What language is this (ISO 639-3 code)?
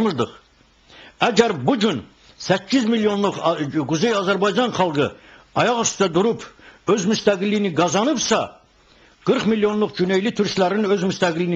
aze